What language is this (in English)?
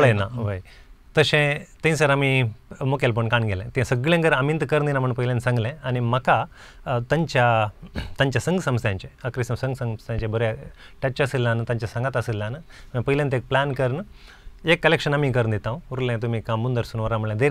Konkani